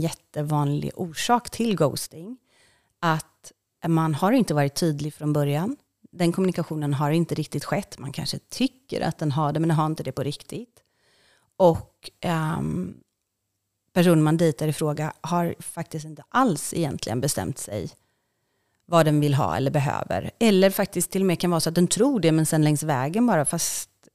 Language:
Swedish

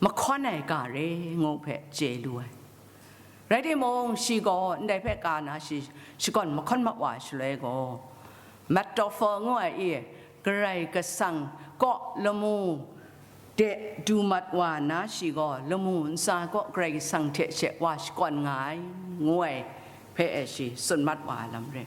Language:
Kachin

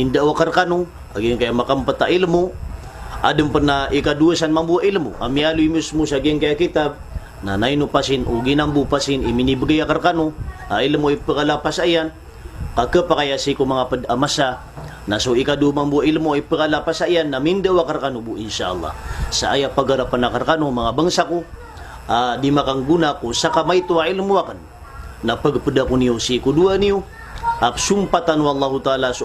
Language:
Maranao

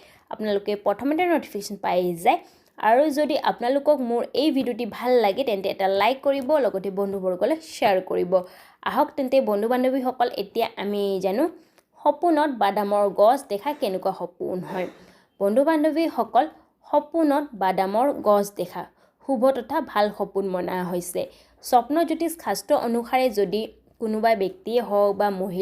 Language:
Assamese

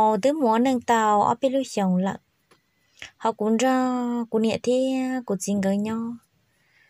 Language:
Hmong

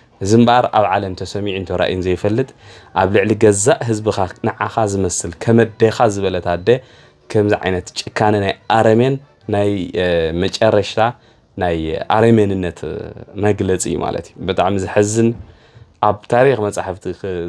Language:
Tigrinya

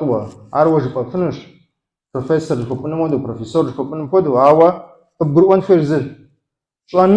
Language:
Kabardian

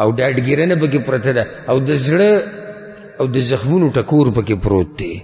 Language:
Pashto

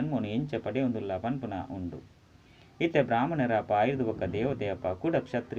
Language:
Tulu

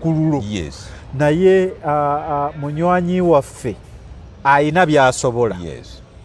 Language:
Ganda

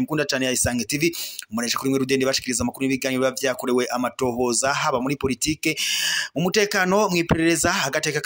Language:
Rundi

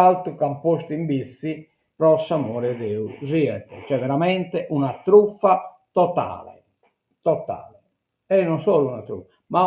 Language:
Sardinian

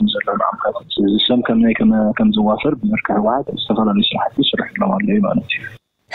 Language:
Tigrinya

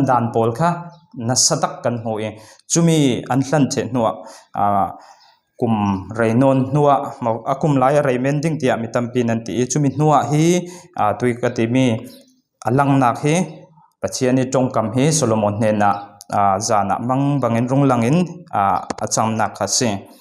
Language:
Falam Chin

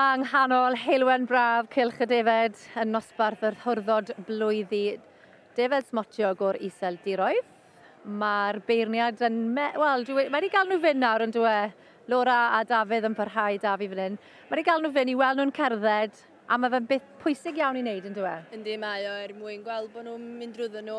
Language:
Welsh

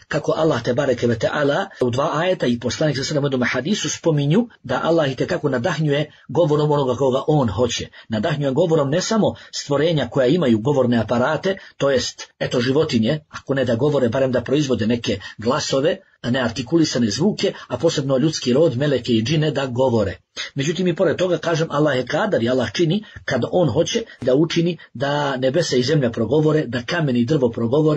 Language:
Bosnian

